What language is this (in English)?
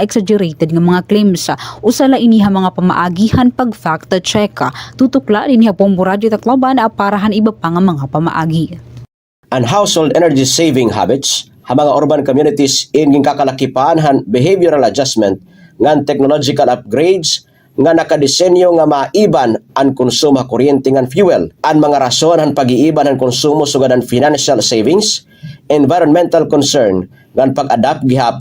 Waray